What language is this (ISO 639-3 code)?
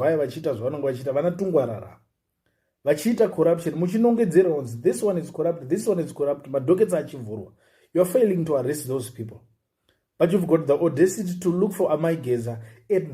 sna